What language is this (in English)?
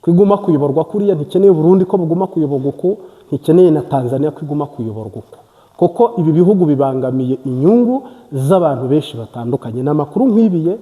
Kinyarwanda